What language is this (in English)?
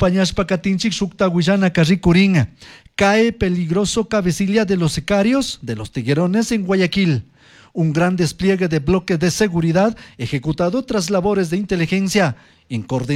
Chimborazo Highland Quichua